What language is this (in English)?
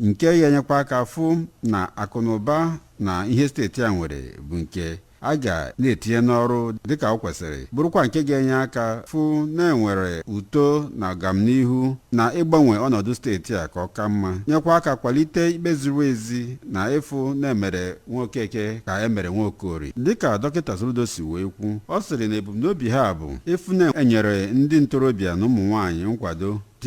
Igbo